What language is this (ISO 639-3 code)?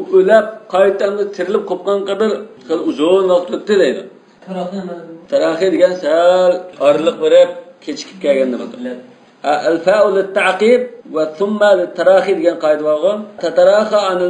uig